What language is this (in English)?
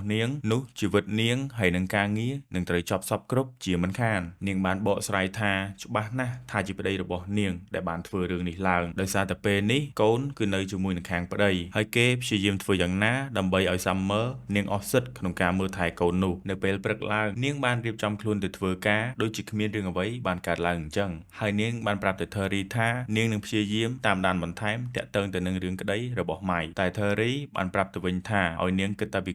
Khmer